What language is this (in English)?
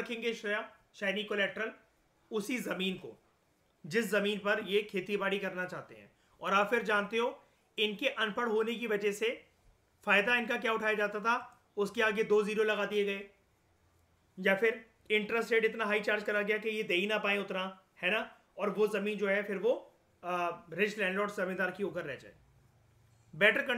Hindi